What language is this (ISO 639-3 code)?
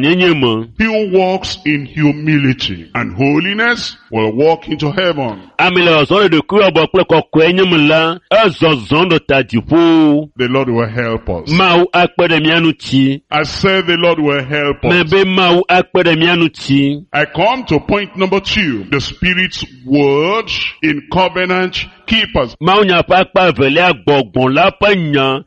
ewe